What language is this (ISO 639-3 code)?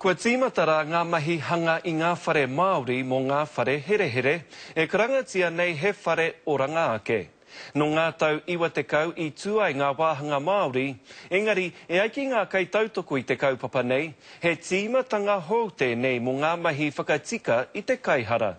mri